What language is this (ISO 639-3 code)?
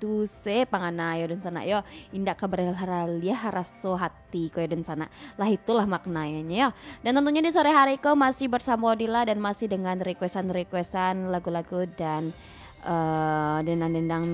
min